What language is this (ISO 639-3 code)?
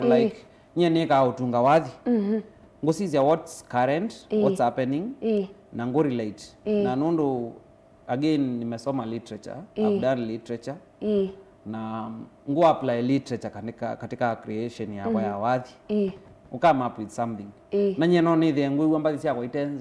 kam